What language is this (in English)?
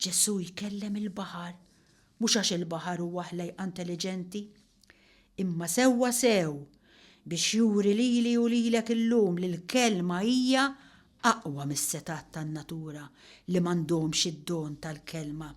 Maltese